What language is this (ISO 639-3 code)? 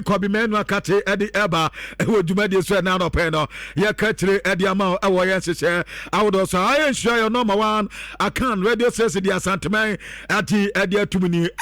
aka